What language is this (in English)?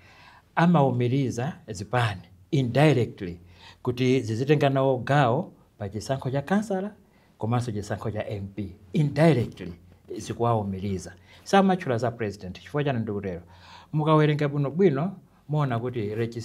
Nyanja